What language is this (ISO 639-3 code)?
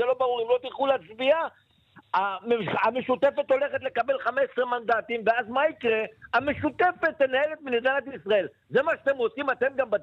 heb